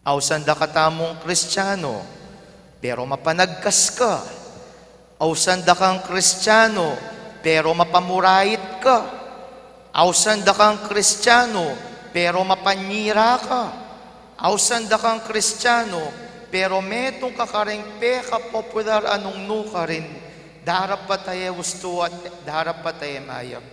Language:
Pampanga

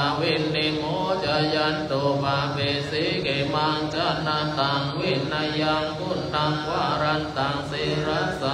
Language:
Pali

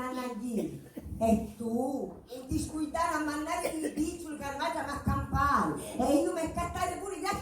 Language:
Sicilian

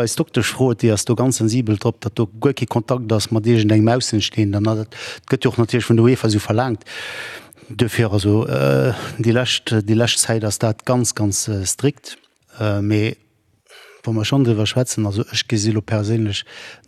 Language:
Luxembourgish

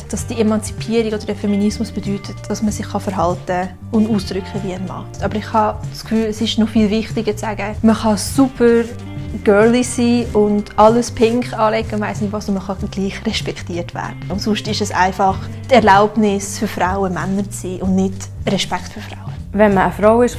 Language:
Swiss German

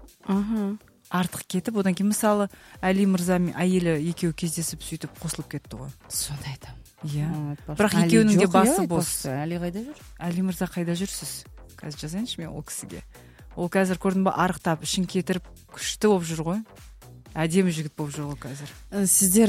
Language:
Kazakh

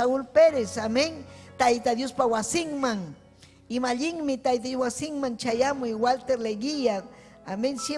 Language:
Ayacucho Quechua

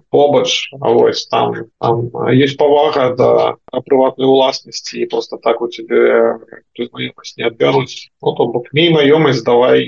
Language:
Belarusian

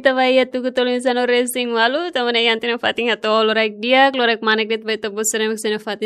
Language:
Tetum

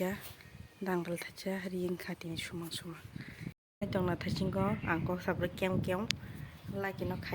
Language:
Kok Borok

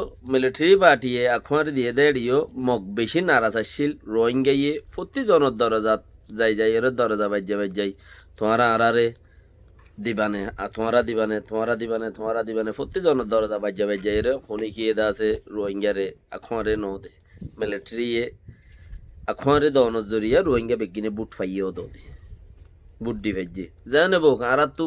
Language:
Rohingya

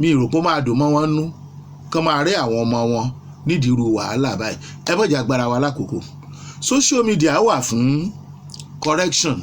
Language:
Yoruba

